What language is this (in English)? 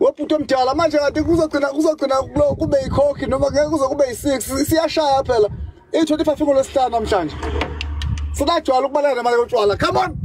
Zulu